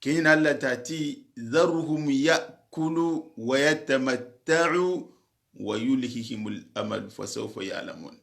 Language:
Soninke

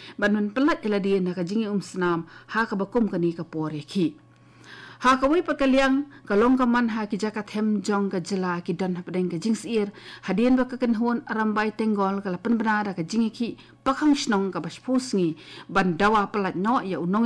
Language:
Khasi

